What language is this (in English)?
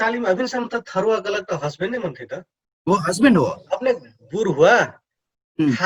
Dangaura Tharu